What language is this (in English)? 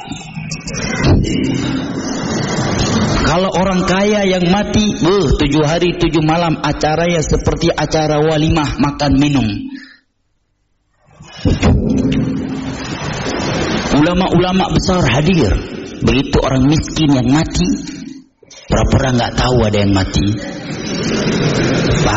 Indonesian